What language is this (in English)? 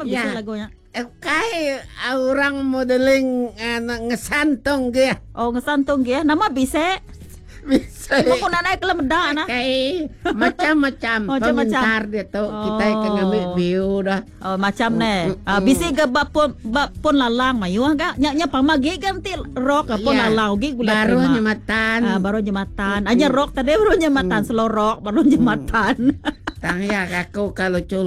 Iban